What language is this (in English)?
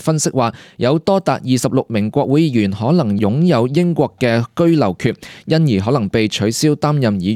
Cantonese